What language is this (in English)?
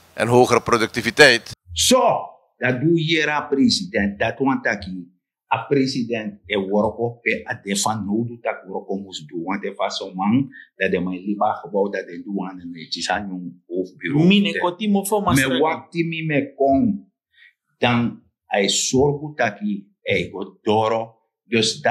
Sranan Tongo